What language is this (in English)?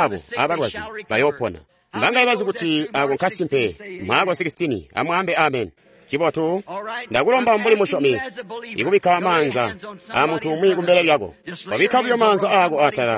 Tonga (Zambia)